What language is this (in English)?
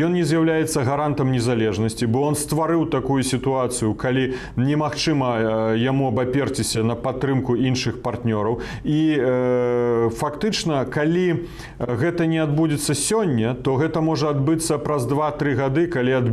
Belarusian